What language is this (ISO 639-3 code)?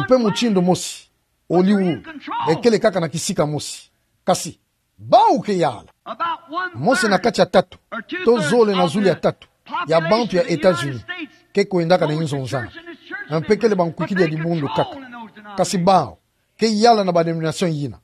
ktu